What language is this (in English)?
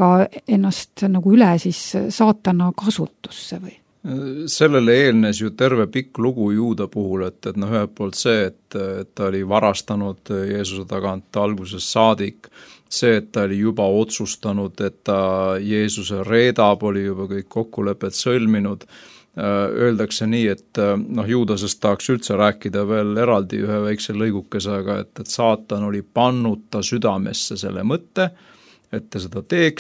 Estonian